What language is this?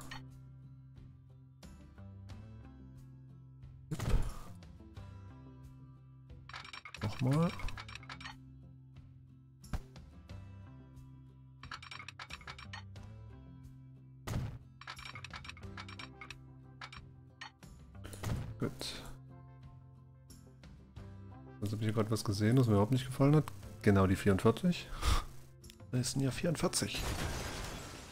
German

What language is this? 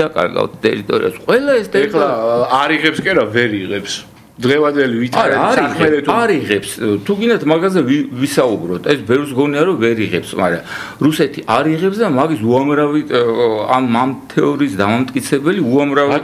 Georgian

